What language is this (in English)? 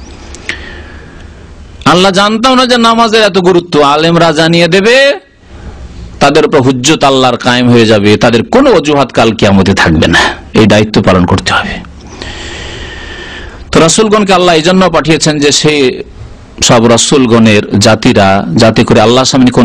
Bangla